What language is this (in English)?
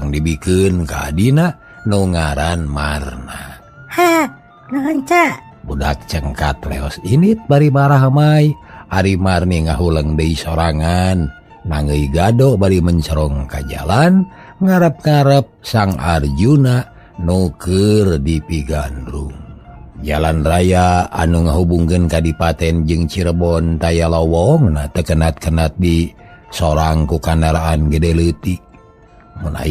Sundanese